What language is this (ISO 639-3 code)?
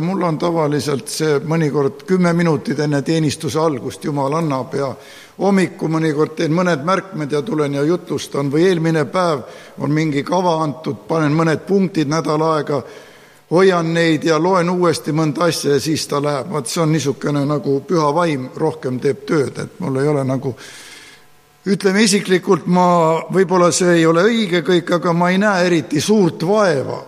est